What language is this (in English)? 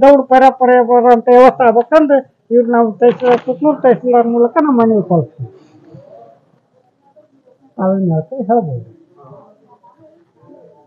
Kannada